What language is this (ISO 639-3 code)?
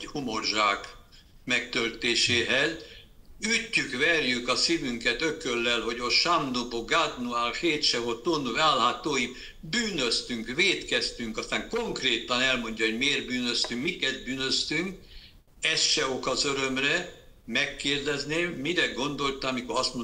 hun